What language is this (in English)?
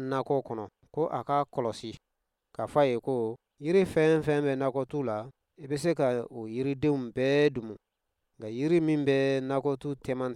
Bambara